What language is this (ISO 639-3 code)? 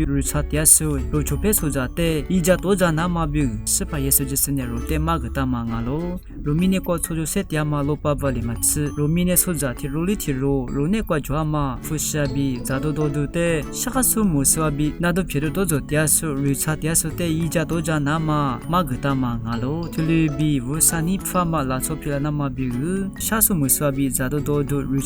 lis